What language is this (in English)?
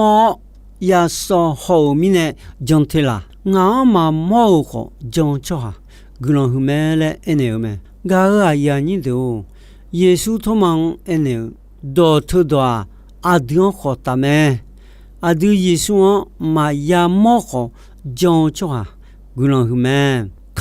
Akha